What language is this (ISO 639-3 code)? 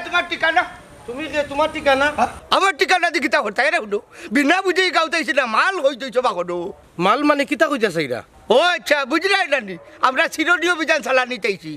syl